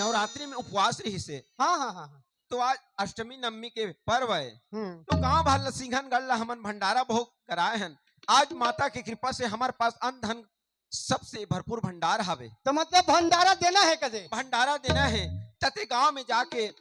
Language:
Chhattisgarhi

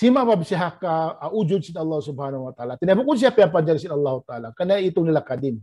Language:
Tausug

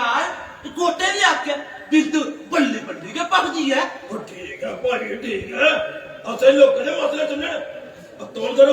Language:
Dogri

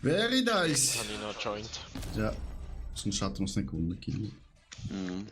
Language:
Swiss German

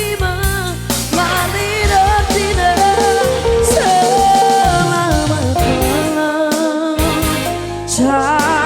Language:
Batak Karo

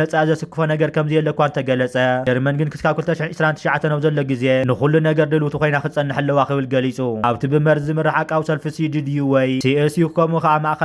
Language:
Tigrinya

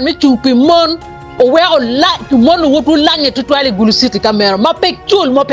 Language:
Acoli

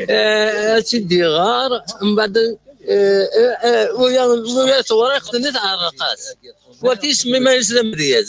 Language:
Kabyle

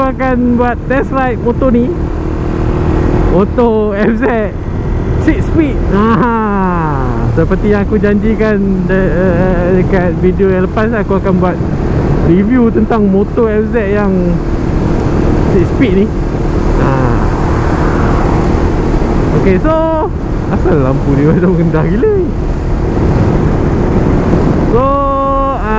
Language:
Malay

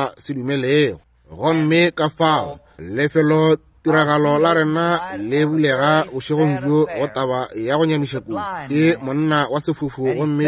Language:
Northern Sotho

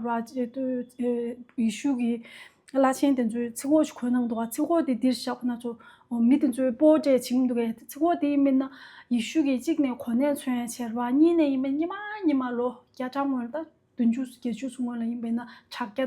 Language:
Tibetan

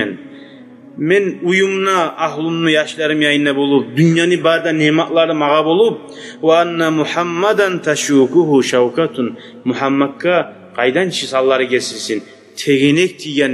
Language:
Kumyk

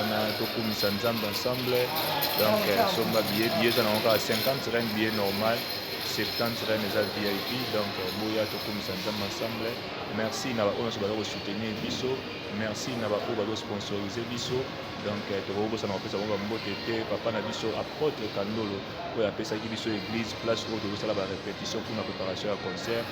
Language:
Lingala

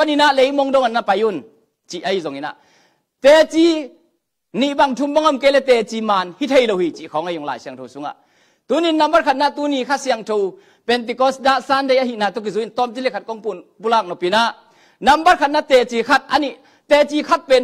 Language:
Tedim Chin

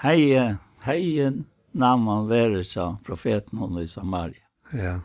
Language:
Faroese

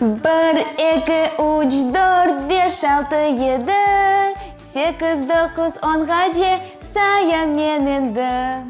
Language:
Crimean Tatar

